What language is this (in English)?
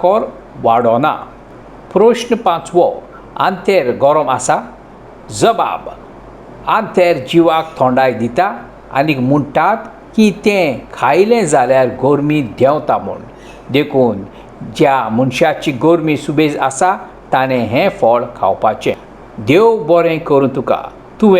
Konkani